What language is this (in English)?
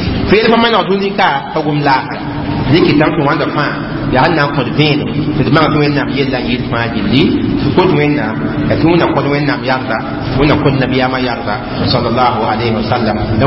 Mossi